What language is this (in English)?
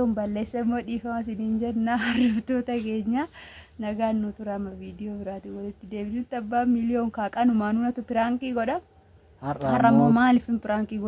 Oromo